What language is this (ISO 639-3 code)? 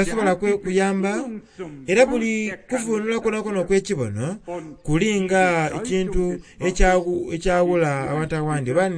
xog